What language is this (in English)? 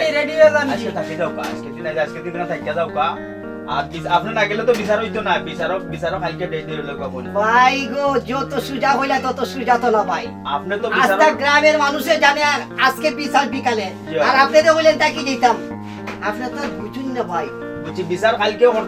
Sylheti